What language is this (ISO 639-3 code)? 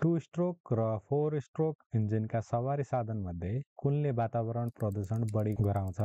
nep